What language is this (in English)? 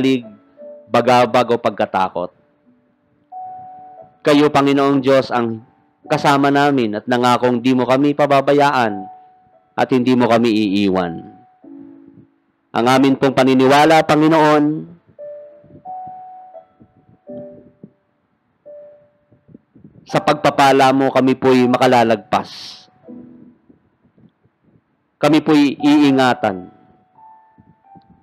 Filipino